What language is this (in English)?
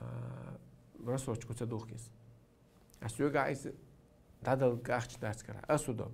Chechen